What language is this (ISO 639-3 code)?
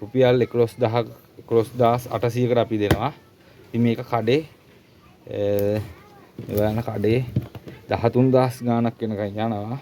sin